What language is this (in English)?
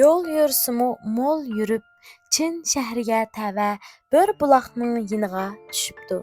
Uyghur